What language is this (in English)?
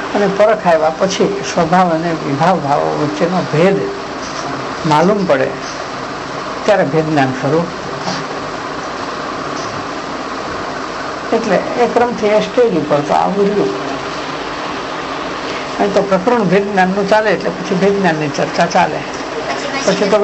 Gujarati